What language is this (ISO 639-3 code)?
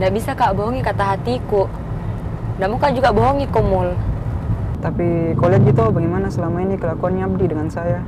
mfp